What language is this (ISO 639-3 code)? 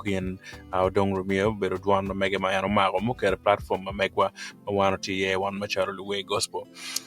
ach